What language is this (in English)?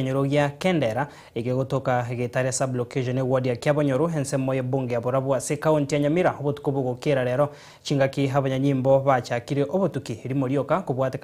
Gusii